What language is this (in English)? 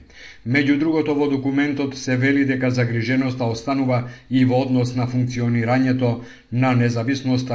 Macedonian